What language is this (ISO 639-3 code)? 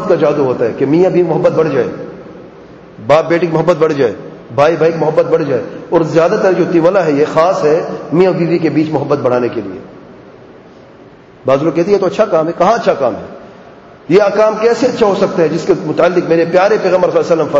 urd